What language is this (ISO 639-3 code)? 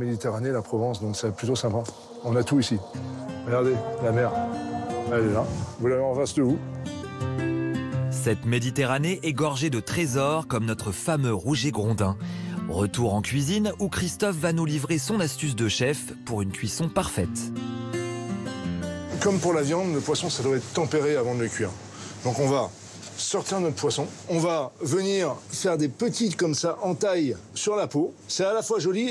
fra